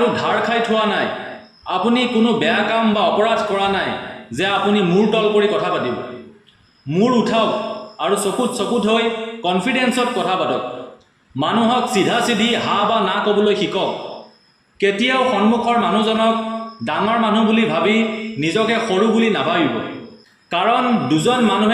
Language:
Assamese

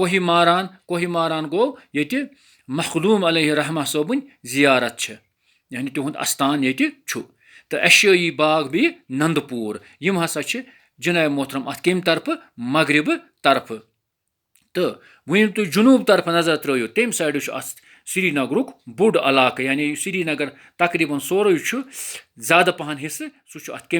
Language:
Kashmiri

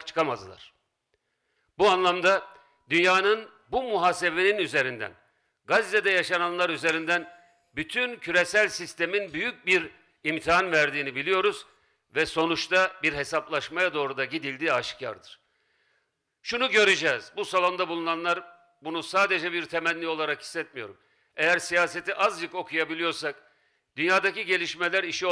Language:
Turkish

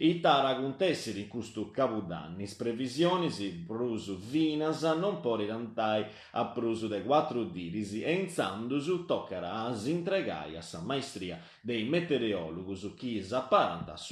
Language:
Sardinian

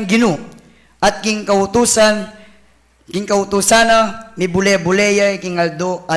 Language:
Pampanga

